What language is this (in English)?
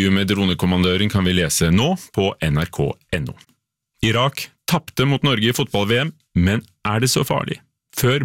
Norwegian